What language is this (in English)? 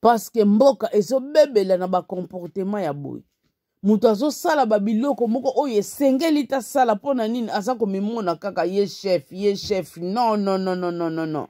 Lingala